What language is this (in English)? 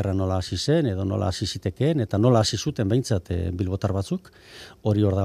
Basque